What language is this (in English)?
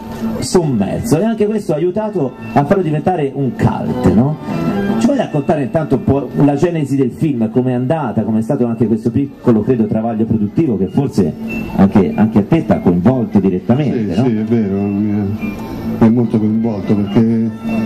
Italian